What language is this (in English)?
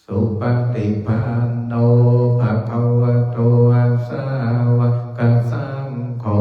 Pali